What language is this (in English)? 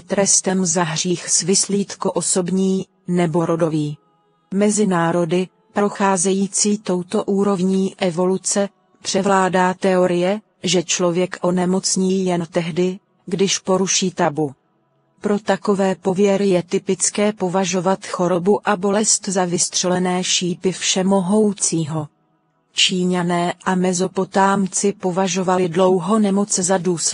Czech